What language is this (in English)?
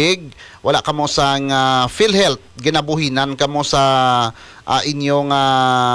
Hiligaynon